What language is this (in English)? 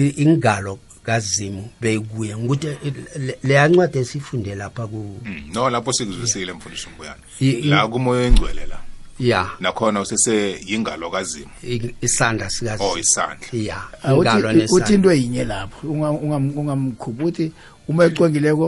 South Ndebele